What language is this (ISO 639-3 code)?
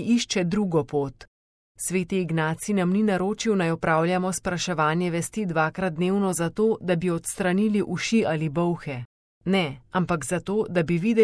slv